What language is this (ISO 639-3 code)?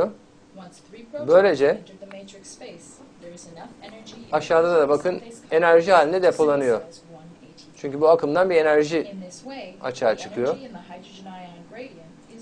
tur